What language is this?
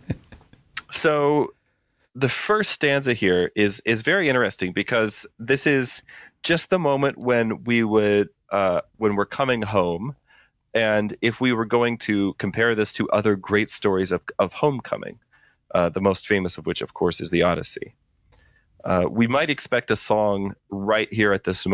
English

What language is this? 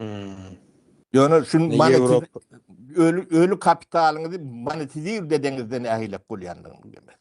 Turkmen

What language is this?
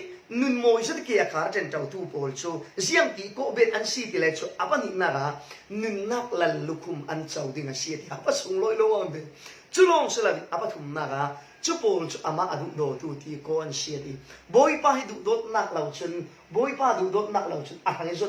Falam Chin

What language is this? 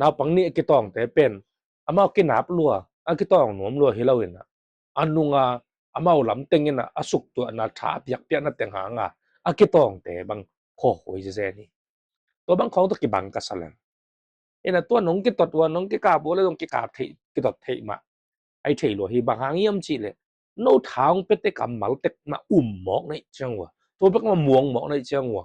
Tedim Chin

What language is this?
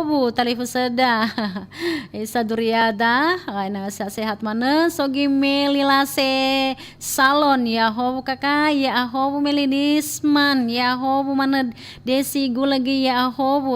Nias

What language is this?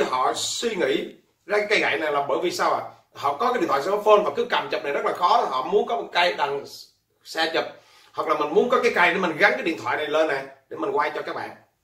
Vietnamese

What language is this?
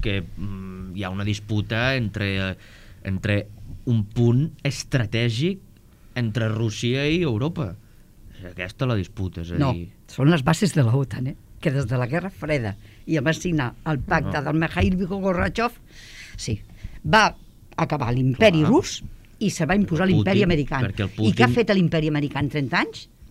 Catalan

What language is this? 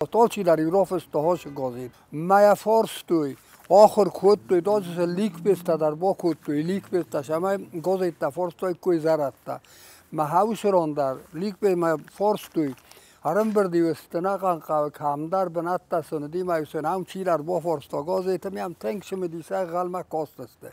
Ossetic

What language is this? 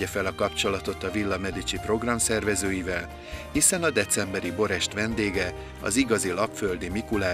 Hungarian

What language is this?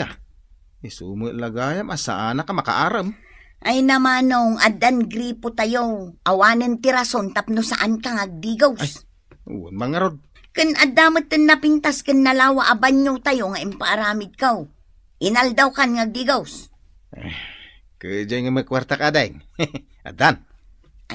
Iloko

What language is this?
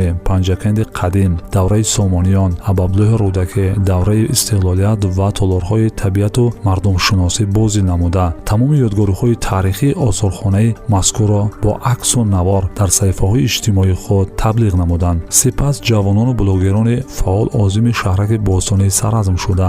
Tajik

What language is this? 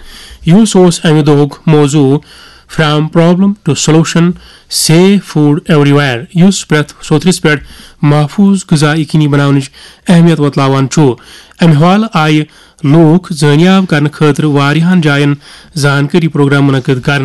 Kashmiri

